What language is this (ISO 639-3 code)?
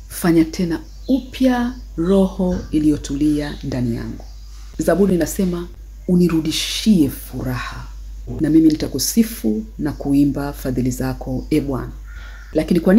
swa